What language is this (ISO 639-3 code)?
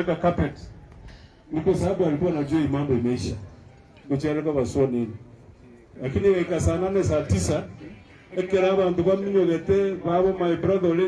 guz